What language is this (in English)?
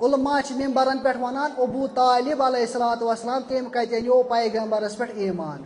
Kashmiri